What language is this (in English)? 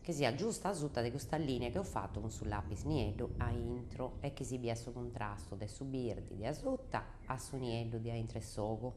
Sardinian